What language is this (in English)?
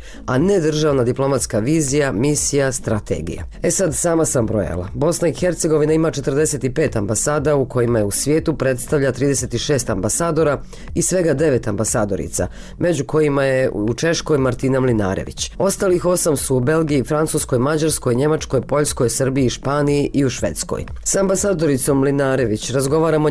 Bosnian